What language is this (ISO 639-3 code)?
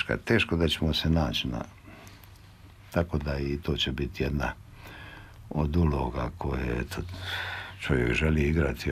hrv